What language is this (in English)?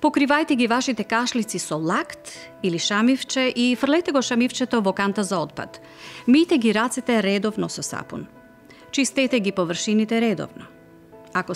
Macedonian